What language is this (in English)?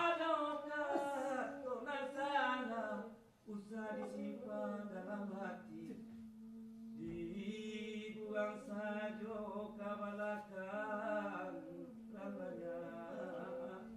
Minangkabau